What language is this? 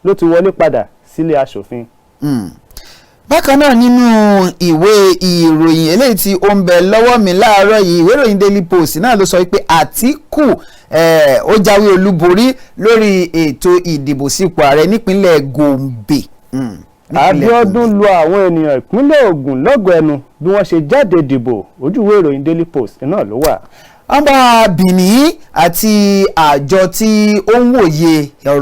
Yoruba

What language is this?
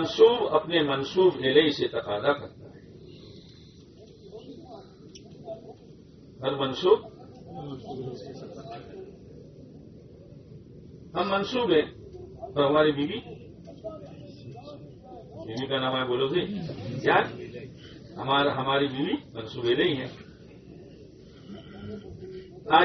Urdu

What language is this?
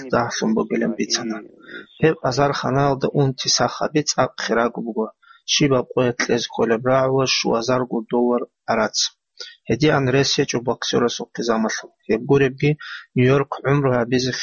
Avaric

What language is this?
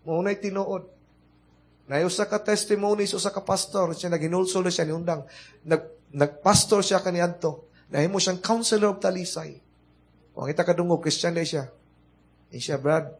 Cebuano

